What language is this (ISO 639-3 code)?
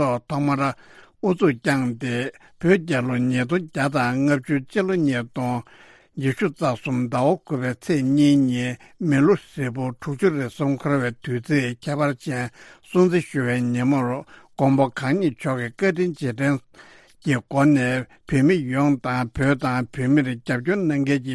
bod